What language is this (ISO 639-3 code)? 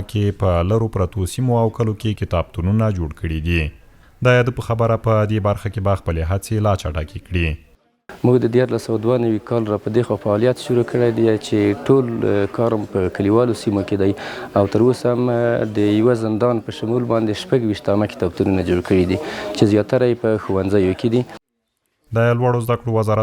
pus